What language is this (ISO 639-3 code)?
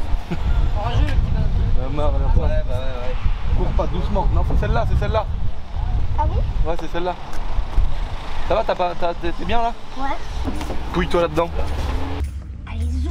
fra